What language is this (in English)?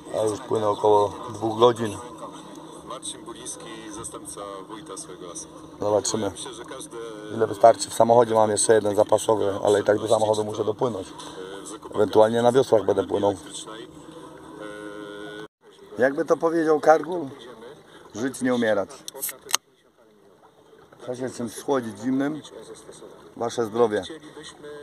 Polish